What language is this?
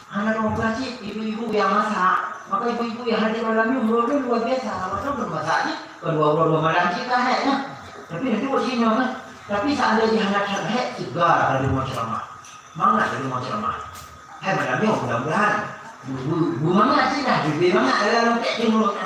Achinese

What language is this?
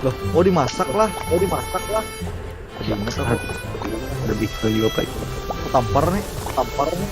Banjar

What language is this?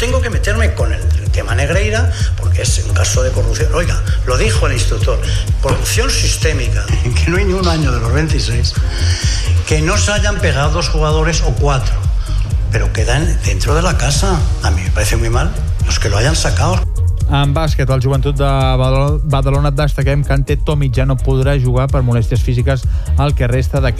Catalan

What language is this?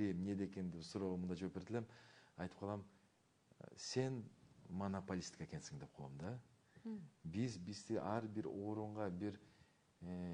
Kyrgyz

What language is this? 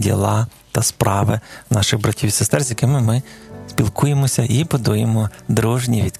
Ukrainian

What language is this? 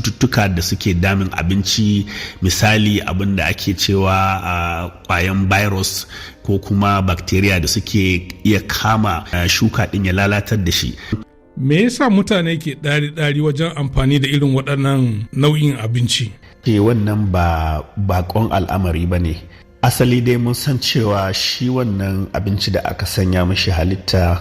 Hausa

